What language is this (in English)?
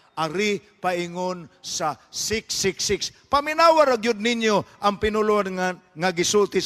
Cebuano